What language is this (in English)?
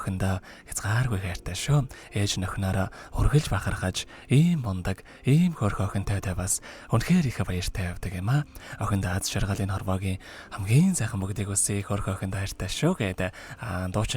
Mongolian